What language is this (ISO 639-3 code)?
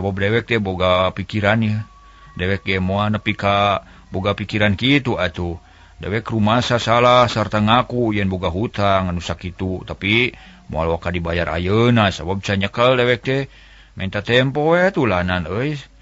sun